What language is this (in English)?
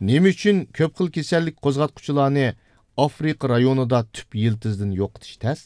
Uyghur